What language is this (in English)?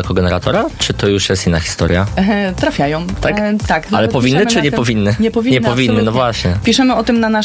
Polish